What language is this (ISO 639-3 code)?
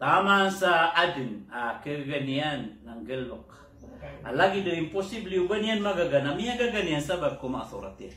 mrw